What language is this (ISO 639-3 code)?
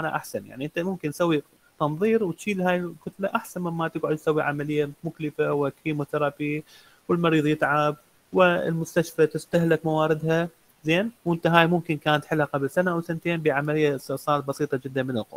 acm